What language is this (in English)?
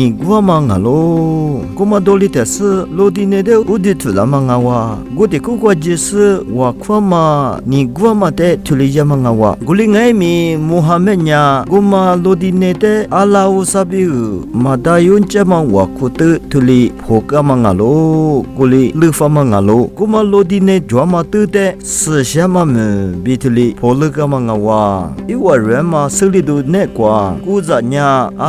Lisu